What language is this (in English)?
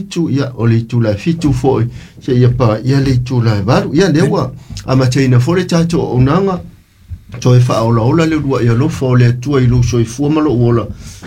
Samoan